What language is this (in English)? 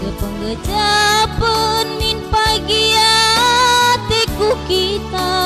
Batak Karo